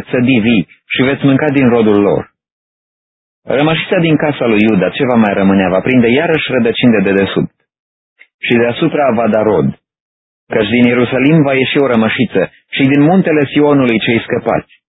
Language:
Romanian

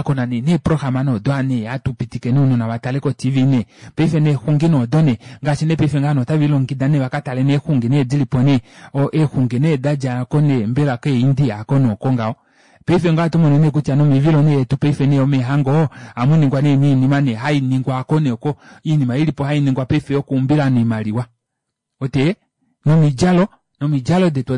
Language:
Kuanyama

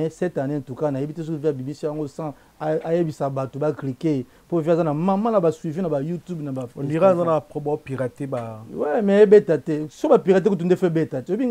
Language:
Lingala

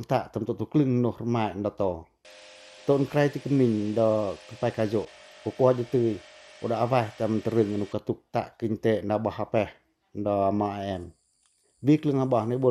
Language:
Pacoh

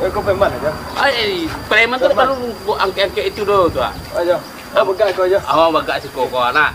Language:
Minangkabau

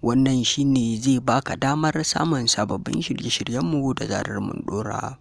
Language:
Hausa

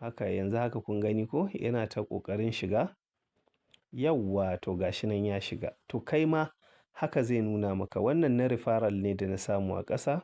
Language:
Hausa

